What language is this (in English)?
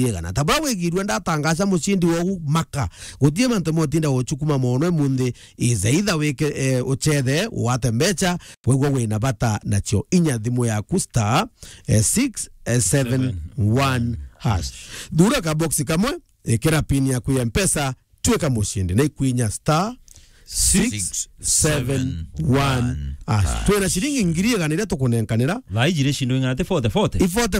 Meru